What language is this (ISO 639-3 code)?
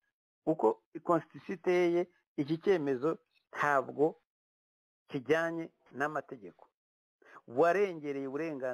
kin